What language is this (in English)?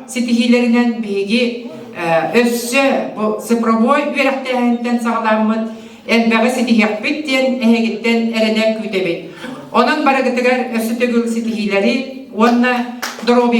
Yakut